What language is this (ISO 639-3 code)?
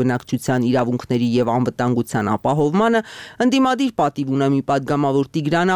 hye